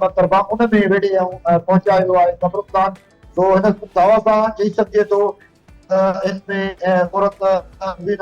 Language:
Sindhi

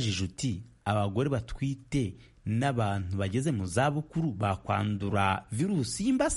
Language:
Kinyarwanda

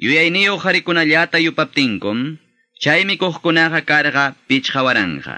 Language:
Quechua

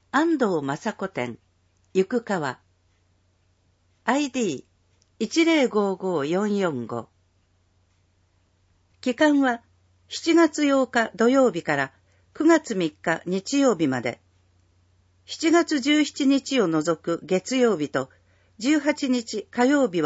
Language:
Japanese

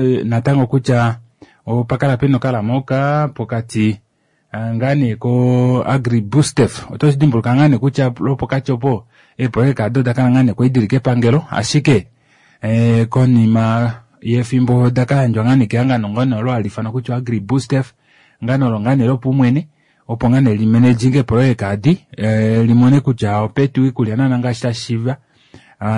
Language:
Kuanyama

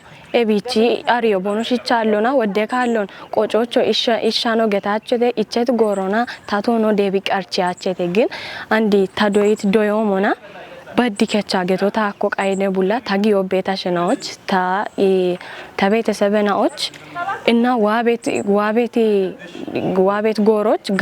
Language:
Kafa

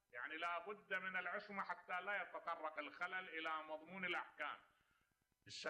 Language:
Mesopotamian Arabic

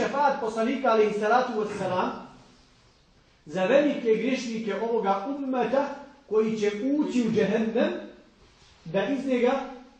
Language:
Bosnian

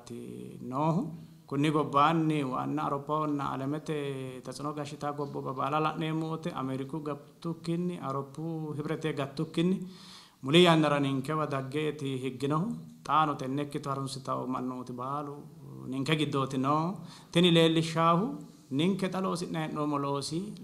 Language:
Sidamo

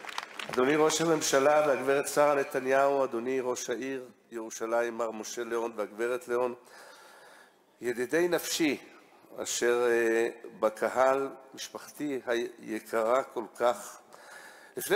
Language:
Hebrew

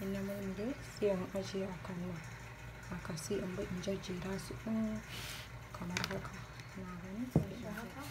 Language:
Hausa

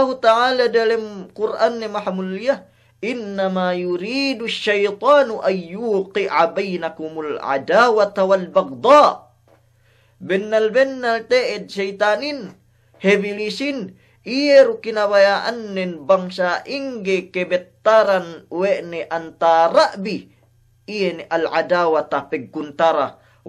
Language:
Yakan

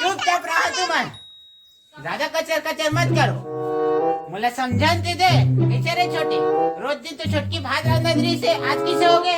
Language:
Chhattisgarhi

